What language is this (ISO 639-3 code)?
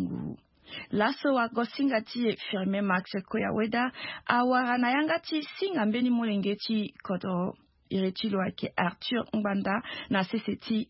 sag